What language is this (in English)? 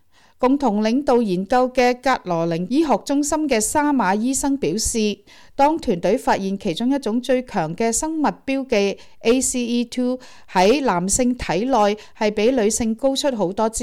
Cantonese